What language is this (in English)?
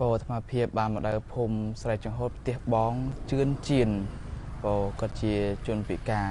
Khmer